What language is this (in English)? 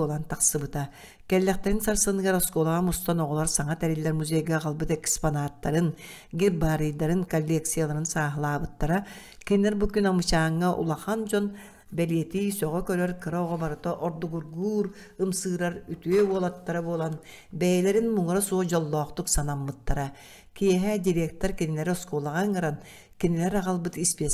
Yakut